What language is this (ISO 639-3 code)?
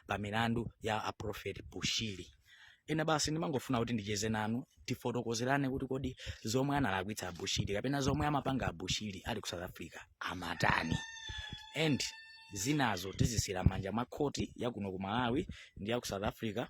nya